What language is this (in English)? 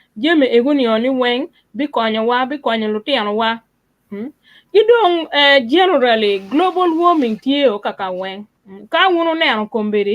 Acoli